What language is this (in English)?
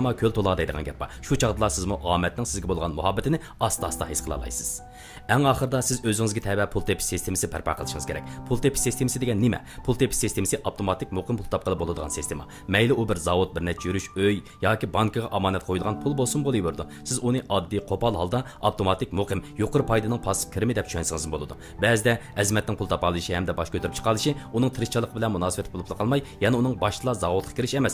Uyghur